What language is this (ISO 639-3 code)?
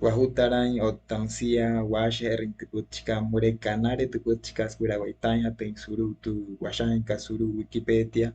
guc